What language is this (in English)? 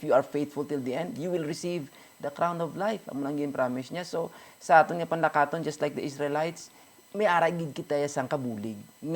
Hiligaynon